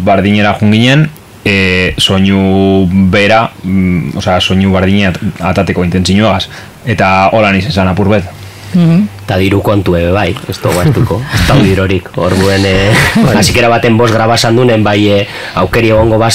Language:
Basque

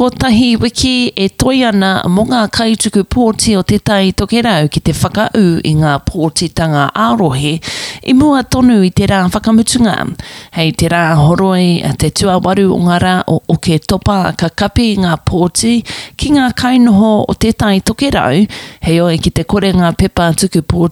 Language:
Māori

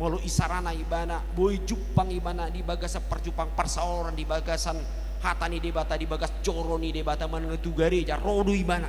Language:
Batak Toba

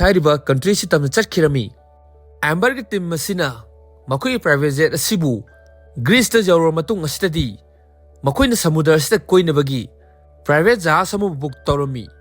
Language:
Manipuri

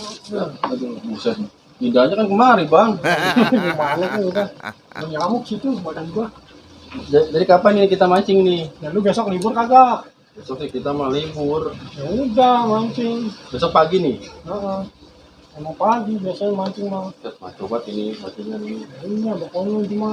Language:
Betawi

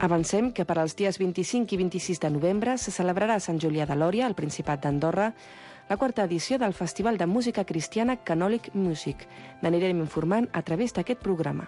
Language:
Catalan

